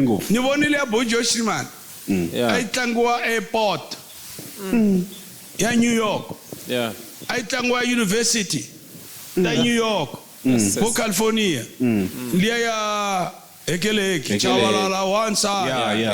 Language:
Tsonga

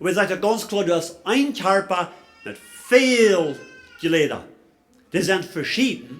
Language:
Plautdietsch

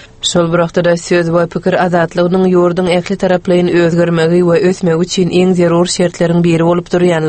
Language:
Turkmen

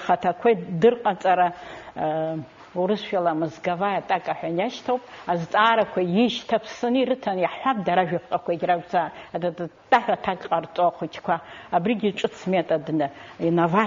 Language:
Abkhazian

